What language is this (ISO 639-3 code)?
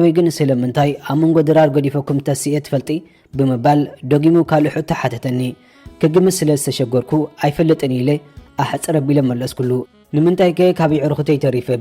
tir